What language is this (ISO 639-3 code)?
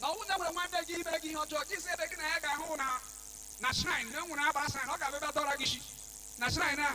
ibo